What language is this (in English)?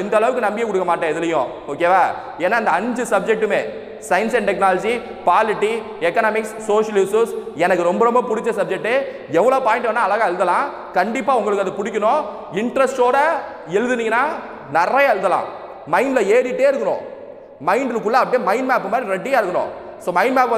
Tamil